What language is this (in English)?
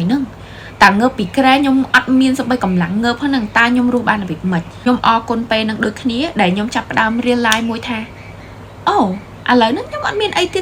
Khmer